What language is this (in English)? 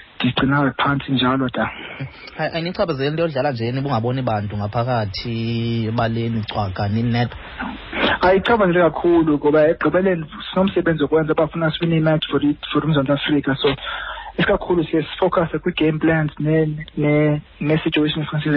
Xhosa